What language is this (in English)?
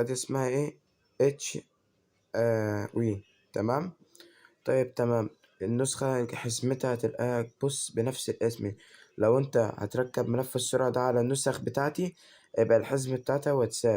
Egyptian Arabic